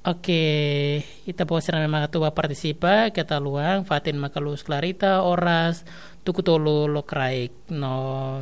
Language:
Tetum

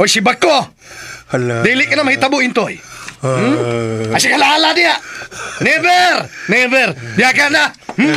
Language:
Cebuano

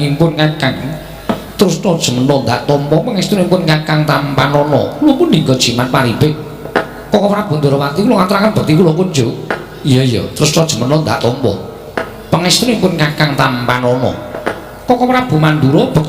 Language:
Javanese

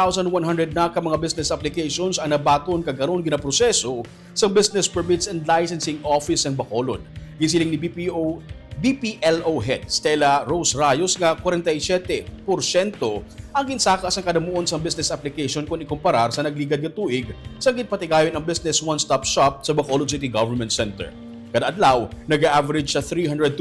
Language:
Hiligaynon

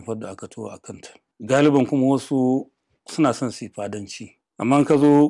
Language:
Hausa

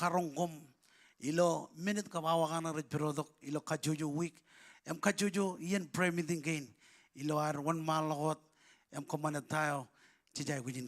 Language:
Marshallese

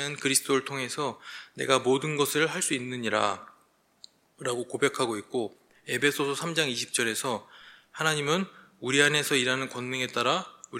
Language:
Korean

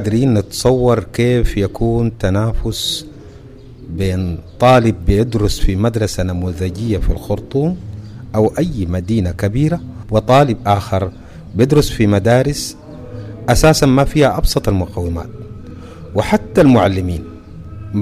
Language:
Sudanese Arabic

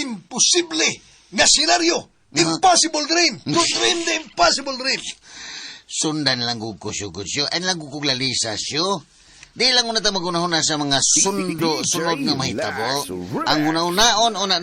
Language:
Cebuano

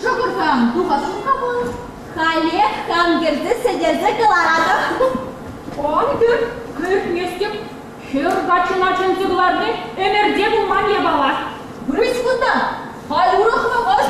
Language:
Chuvash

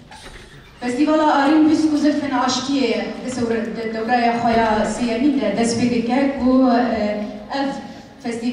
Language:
Kurdish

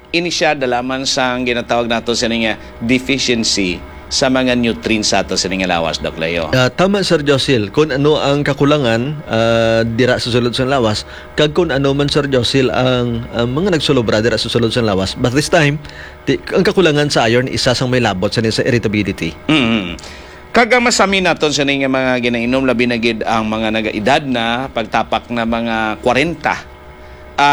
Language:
Hiligaynon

